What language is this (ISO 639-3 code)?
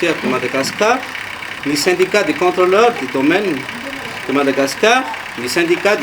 mlg